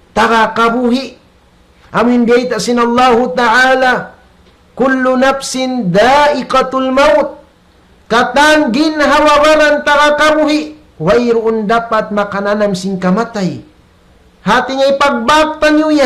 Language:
Tausug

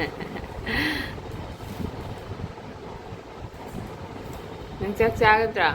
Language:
Manipuri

